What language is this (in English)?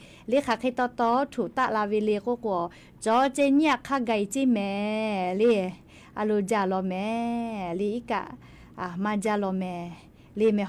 Lahu